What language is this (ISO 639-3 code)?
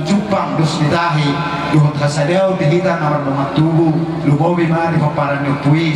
bbc